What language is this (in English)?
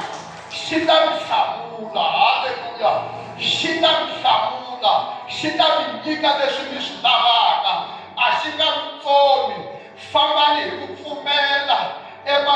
Tsonga